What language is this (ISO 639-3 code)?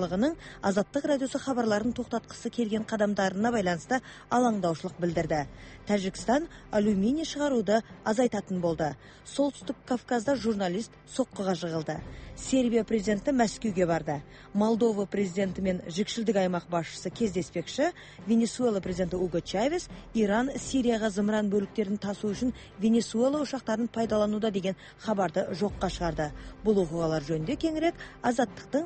kaz